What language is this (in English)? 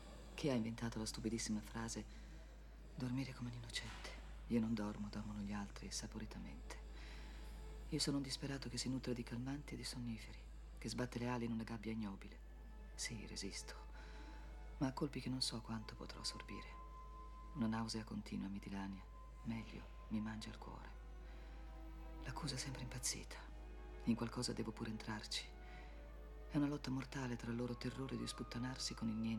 Italian